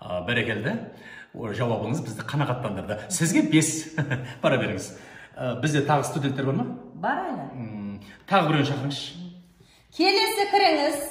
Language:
Kazakh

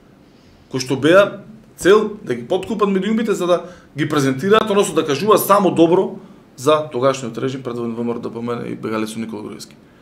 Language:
Macedonian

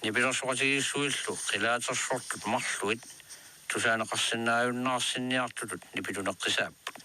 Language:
Kalaallisut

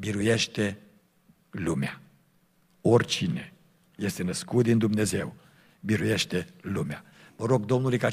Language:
Romanian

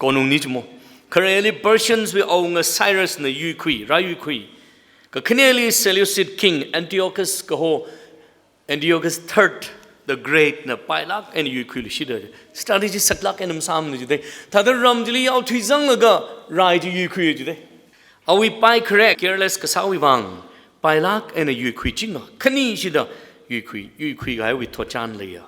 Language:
Tangkhul Naga (India)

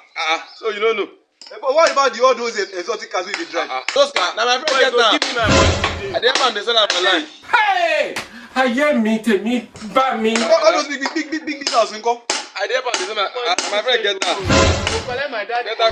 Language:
Nigerian Pidgin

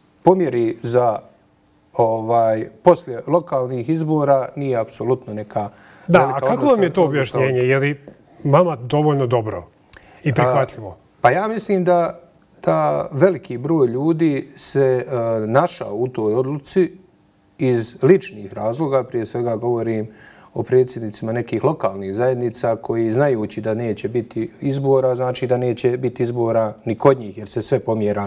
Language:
Bosnian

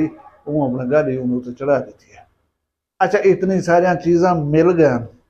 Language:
Saraiki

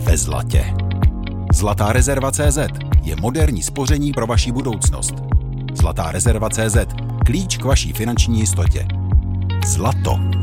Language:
Czech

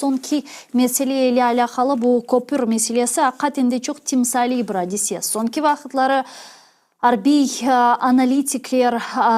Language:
Crimean Tatar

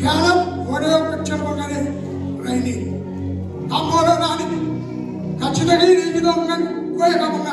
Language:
Marshallese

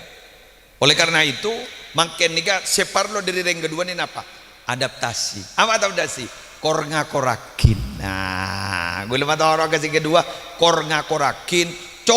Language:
Madurese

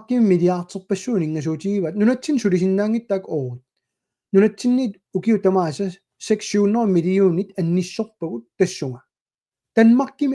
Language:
Kalaallisut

